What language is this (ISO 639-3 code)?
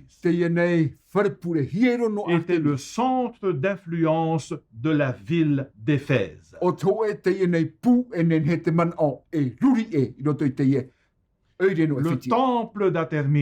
tah